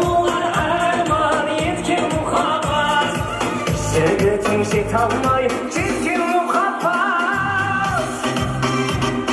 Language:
Kara-Kalpak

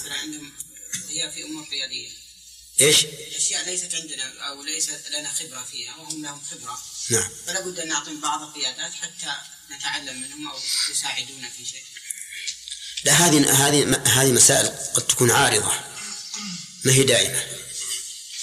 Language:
Arabic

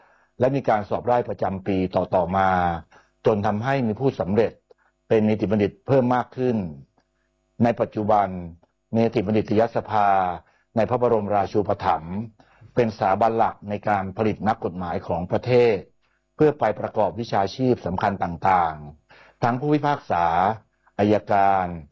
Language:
Thai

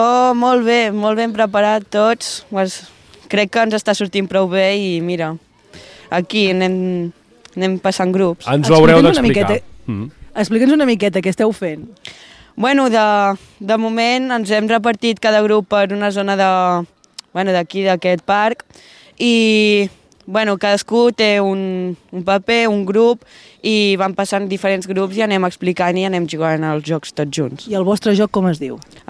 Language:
Catalan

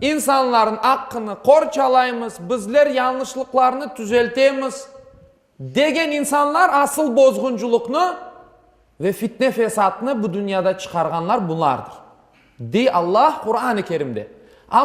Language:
Crimean Tatar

